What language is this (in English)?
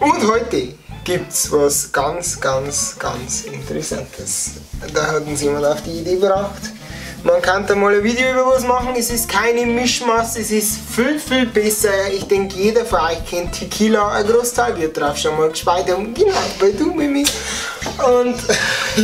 Bavarian